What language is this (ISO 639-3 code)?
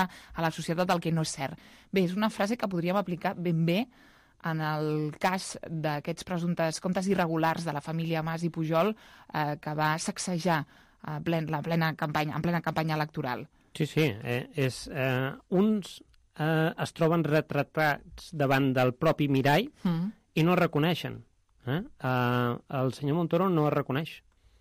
cat